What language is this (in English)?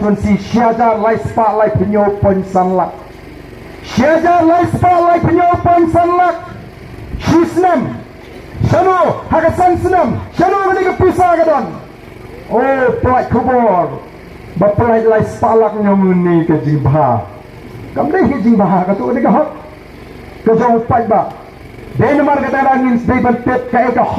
Khasi